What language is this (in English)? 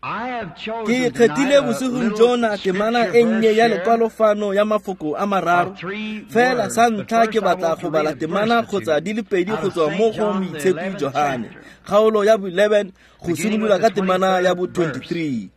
Tswana